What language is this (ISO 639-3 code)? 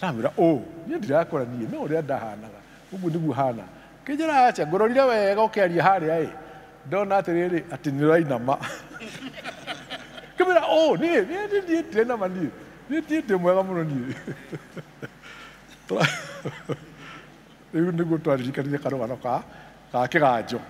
kik